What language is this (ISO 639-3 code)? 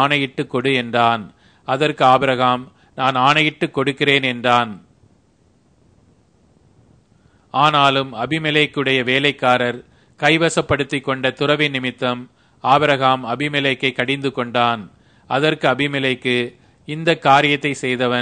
tam